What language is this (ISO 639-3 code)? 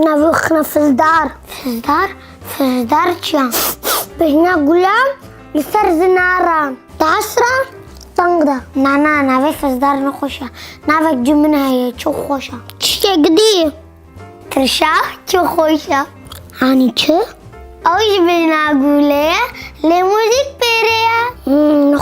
kur